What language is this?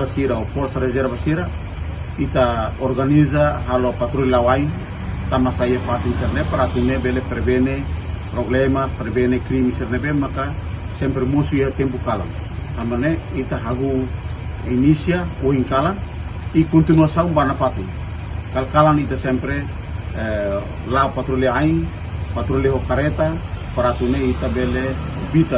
Tetum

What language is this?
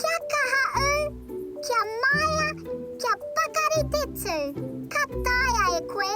Māori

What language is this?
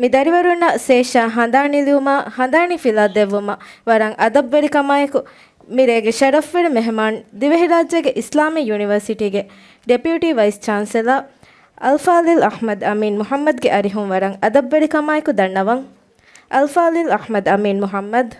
Divehi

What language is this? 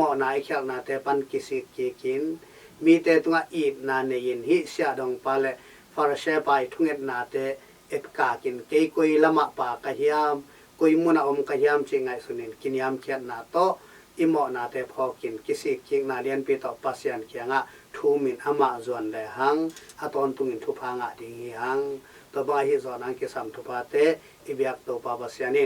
Tedim Chin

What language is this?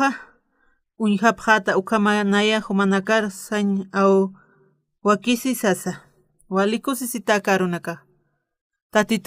Aymara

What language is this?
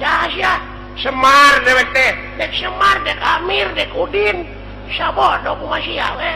Sundanese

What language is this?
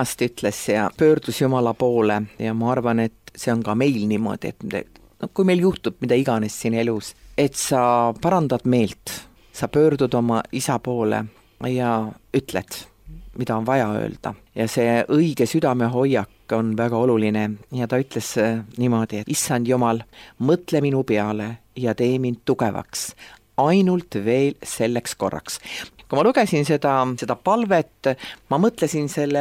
Estonian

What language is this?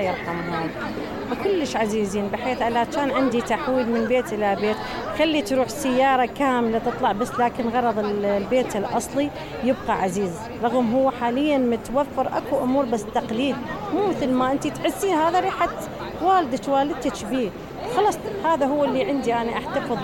Mesopotamian Arabic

